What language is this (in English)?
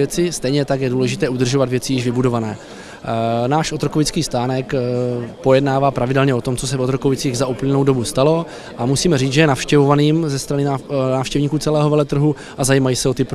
Czech